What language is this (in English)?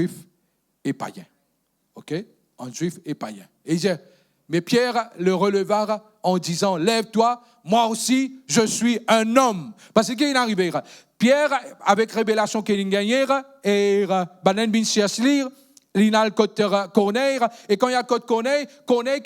Morisyen